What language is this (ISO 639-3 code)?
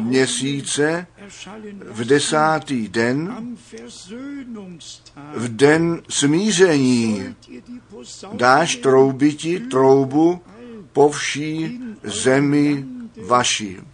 ces